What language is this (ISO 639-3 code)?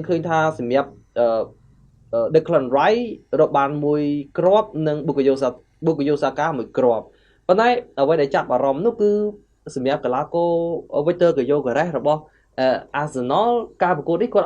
khm